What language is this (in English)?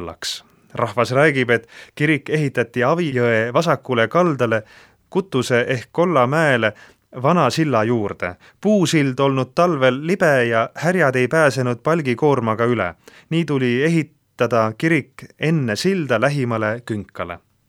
Estonian